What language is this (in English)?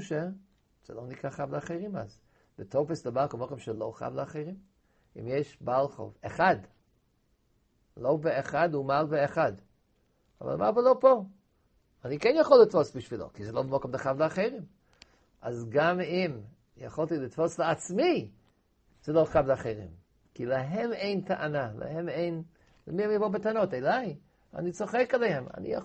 Hebrew